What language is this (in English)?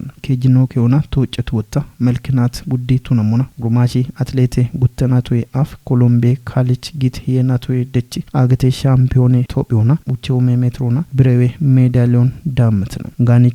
Kafa